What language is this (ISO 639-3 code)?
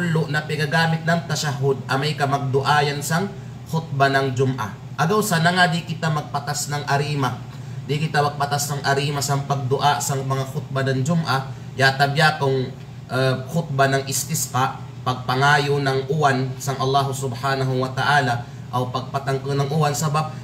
kqe